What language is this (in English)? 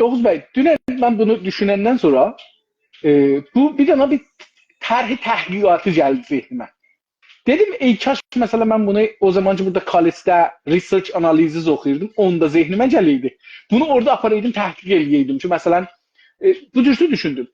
South Azerbaijani